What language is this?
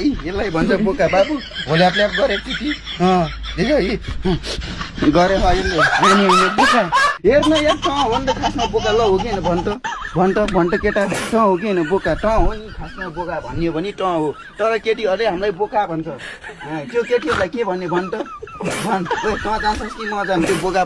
Nepali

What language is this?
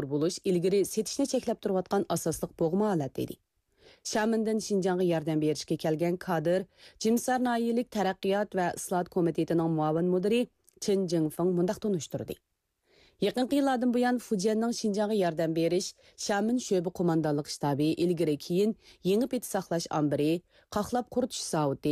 Uyghur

